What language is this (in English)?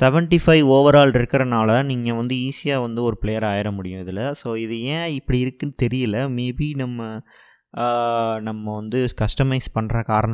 Tamil